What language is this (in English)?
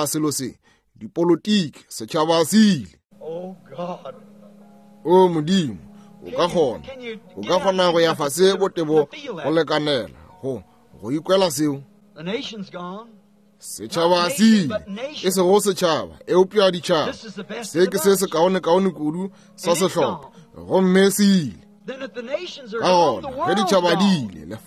Northern Sotho